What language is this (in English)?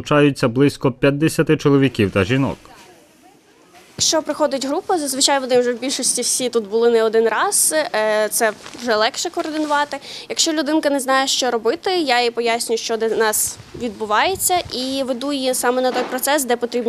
Ukrainian